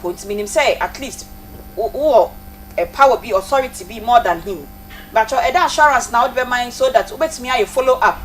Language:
Akan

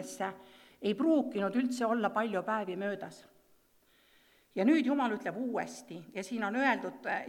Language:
Estonian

